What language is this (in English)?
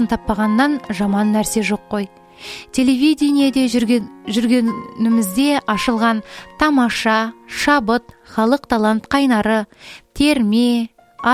Kazakh